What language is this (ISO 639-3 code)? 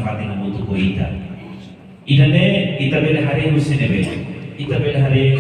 tet